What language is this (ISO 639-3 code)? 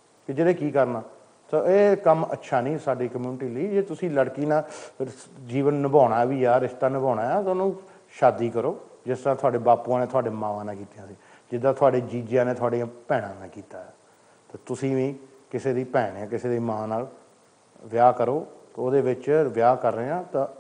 pan